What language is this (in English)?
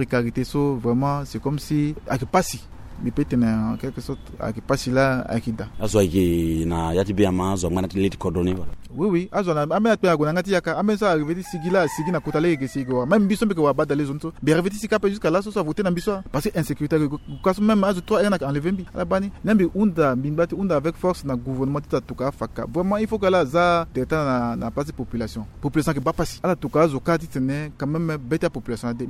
Sango